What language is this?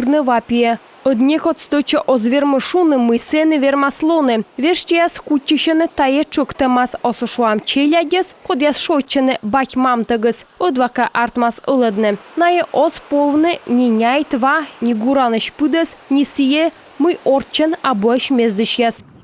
Komi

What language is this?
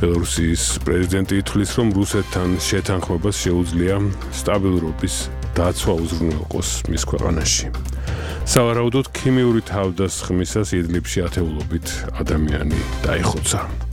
Georgian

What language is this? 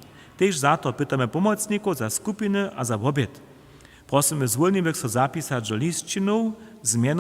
Upper Sorbian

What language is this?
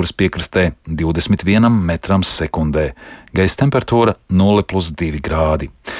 Latvian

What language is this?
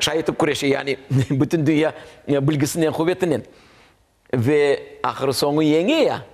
Crimean Tatar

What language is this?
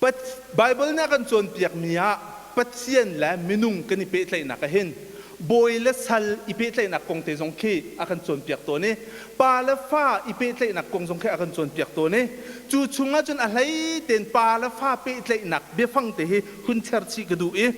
Hakha Chin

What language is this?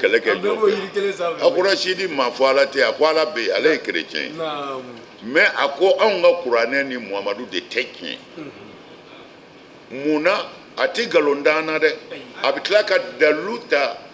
Bambara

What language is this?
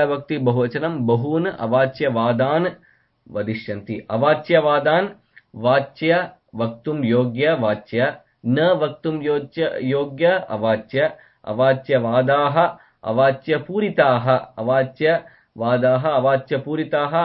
Sanskrit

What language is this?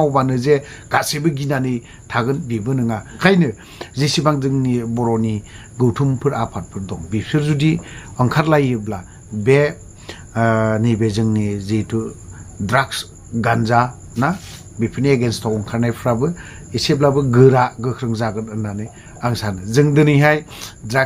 Bodo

